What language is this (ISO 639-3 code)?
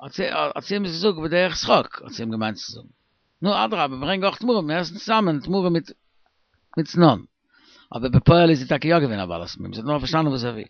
yid